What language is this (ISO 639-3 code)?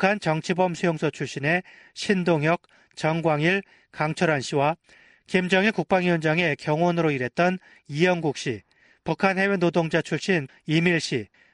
kor